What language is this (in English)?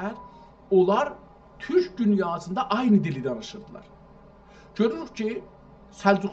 South Azerbaijani